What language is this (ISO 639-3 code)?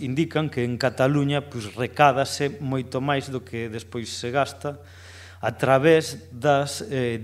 glg